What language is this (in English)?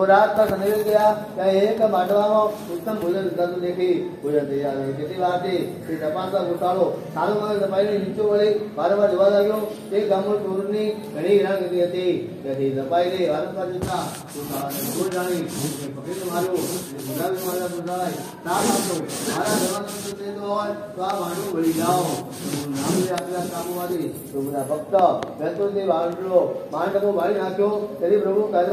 Gujarati